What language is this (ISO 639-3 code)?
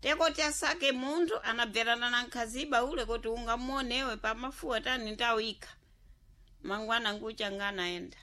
seh